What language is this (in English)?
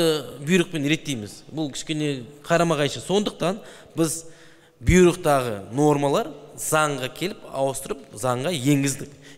Kazakh